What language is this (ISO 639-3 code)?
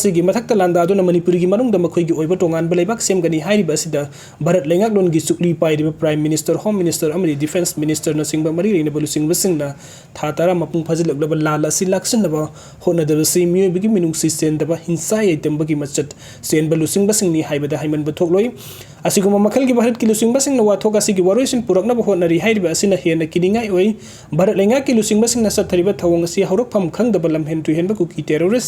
mni